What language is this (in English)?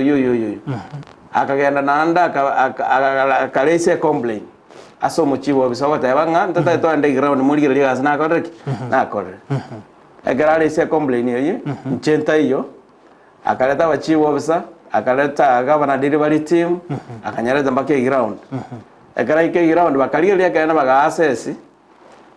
Gusii